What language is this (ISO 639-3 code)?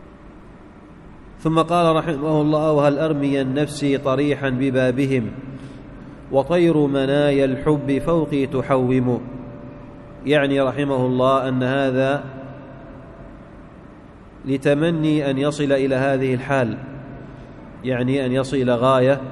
ara